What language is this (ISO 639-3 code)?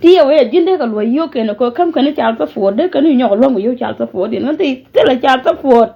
nus